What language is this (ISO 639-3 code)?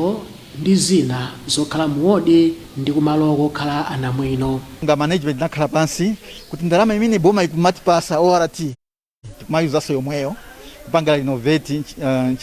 nya